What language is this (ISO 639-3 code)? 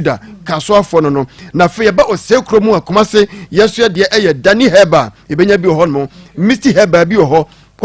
aka